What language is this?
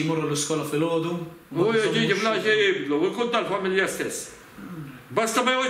Maltese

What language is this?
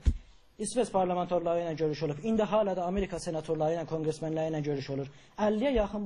South Azerbaijani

